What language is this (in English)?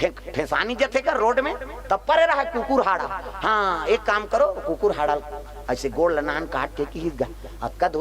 Chhattisgarhi